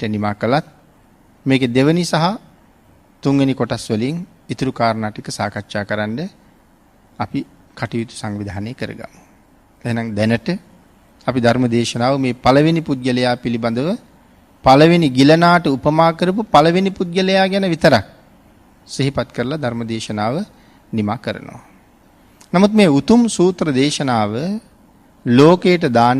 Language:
Sinhala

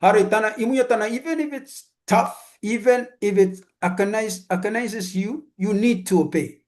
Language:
Pohnpeian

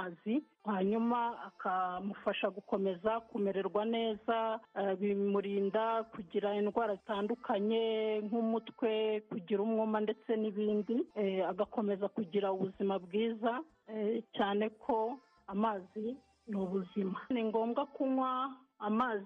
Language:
Kinyarwanda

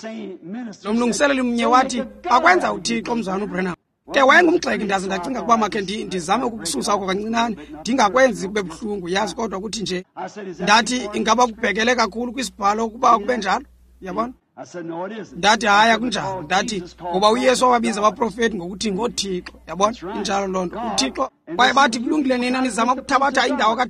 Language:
Xhosa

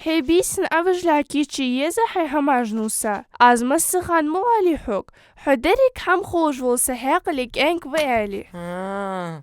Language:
Ingush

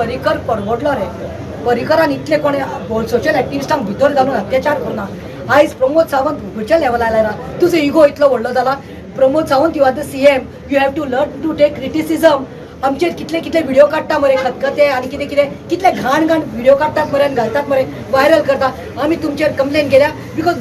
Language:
Konkani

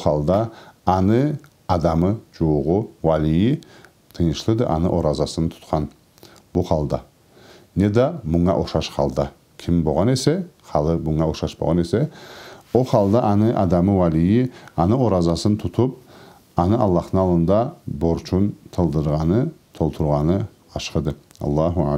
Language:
Karachay-Balkar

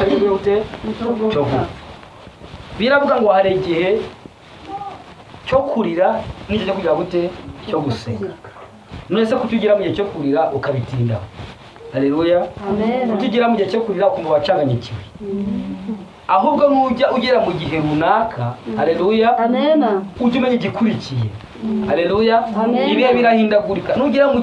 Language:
Kinyarwanda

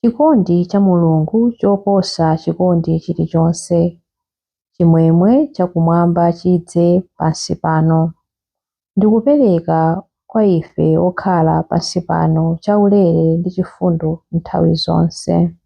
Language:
Nyanja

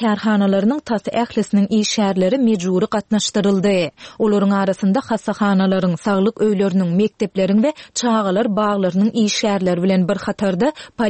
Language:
Turkmen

